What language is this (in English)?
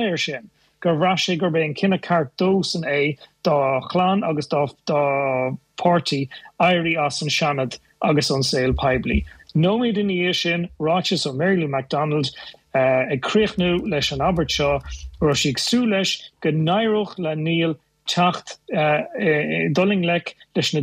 Irish